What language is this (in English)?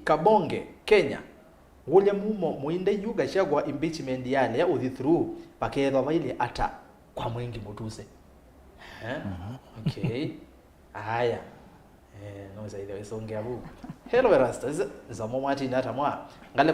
Kamba